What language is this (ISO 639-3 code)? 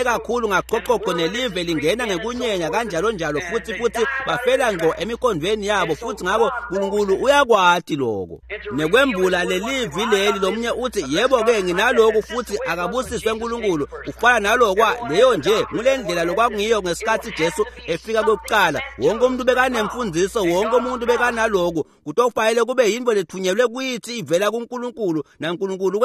ssw